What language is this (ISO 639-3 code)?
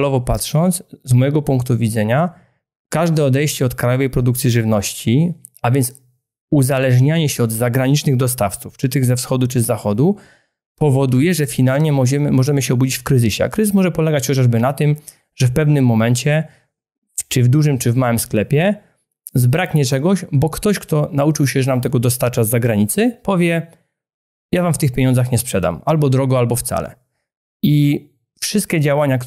pol